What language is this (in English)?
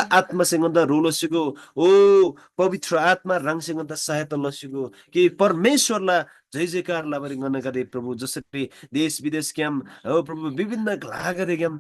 Eastern Tamang